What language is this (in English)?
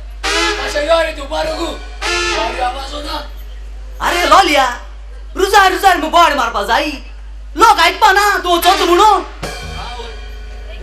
Konkani